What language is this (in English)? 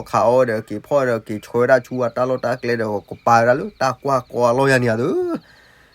S'gaw Karen